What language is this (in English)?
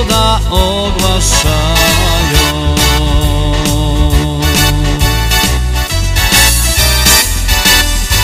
Polish